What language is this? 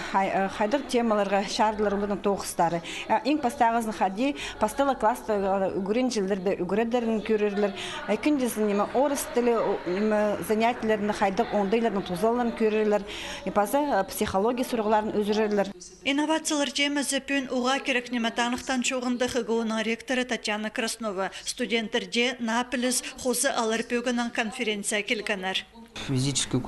Khakas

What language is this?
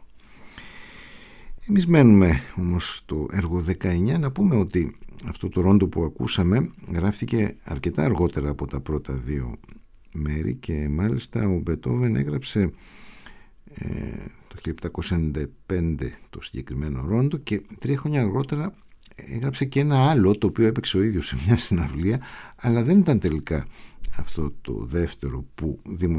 Greek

